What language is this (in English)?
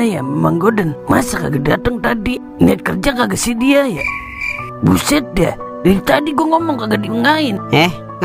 Betawi